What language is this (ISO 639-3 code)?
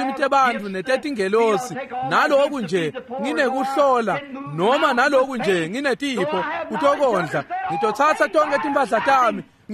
ssw